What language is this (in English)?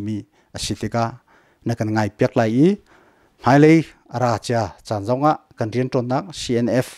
Hakha Chin